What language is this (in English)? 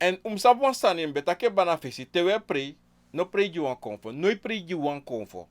Sranan Tongo